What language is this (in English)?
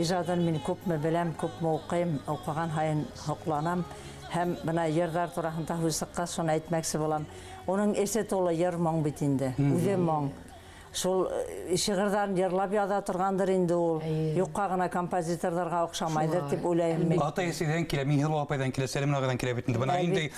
Bashkir